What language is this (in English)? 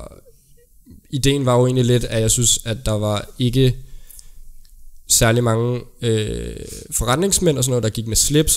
Danish